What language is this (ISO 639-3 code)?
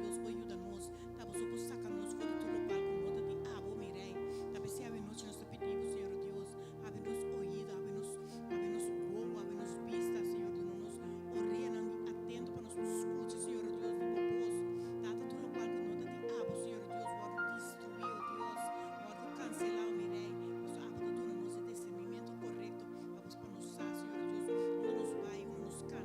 pap